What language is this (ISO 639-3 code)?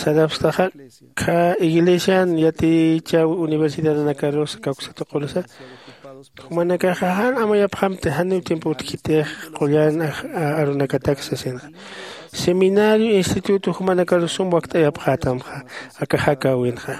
aym